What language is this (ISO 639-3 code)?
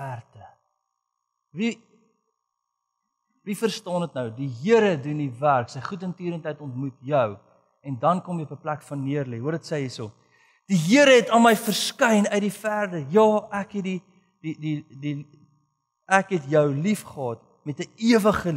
afr